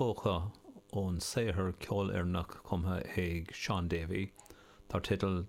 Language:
Irish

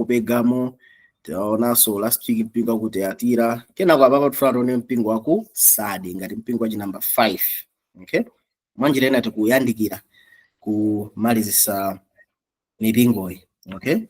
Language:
Nyanja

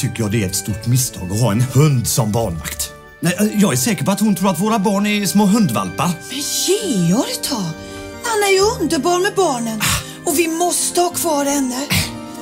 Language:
Swedish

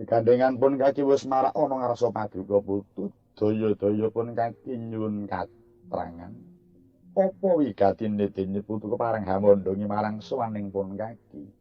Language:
Javanese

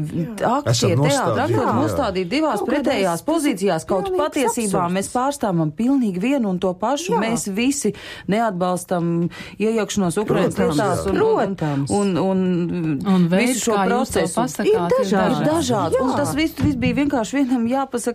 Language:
Latvian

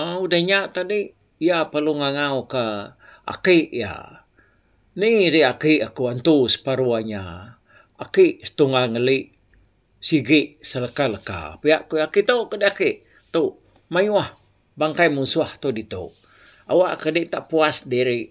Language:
Iban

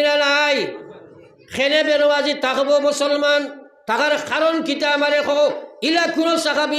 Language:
Sylheti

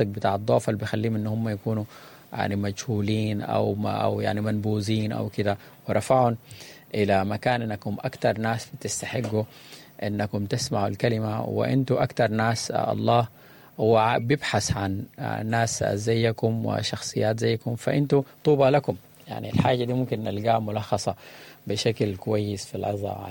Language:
Sudanese Arabic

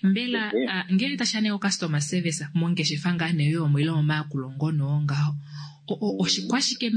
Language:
Kuanyama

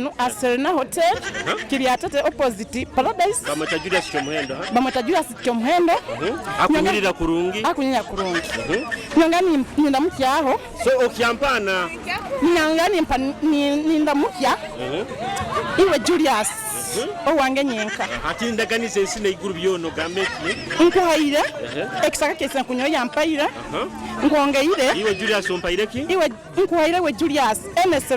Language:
Nyoro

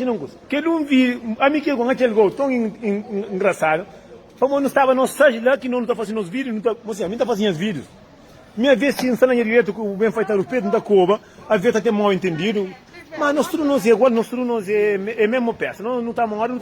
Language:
Kabuverdianu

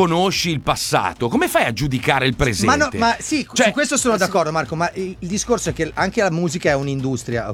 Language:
Italian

